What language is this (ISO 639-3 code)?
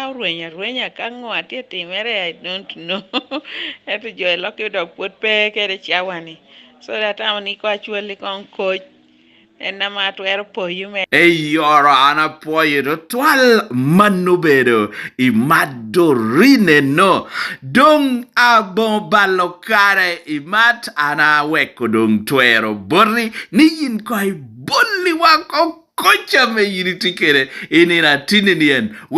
laj